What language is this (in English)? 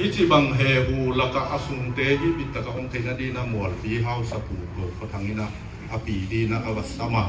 Paite Chin